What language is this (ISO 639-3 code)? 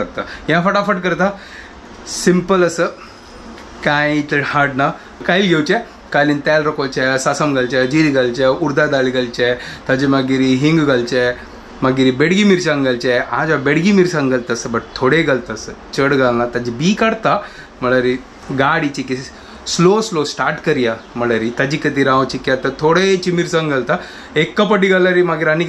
kok